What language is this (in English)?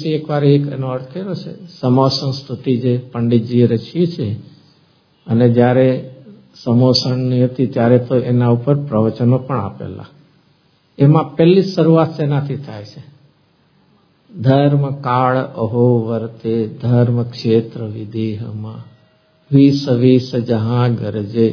Gujarati